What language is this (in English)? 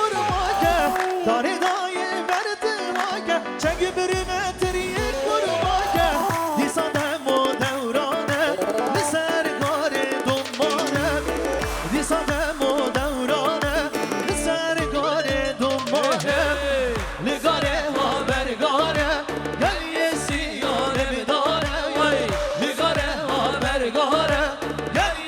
Kurdish